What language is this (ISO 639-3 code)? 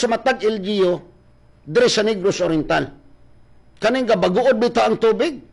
ceb